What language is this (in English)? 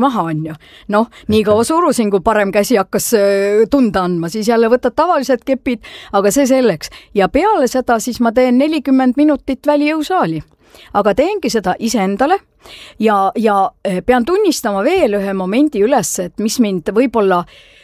Estonian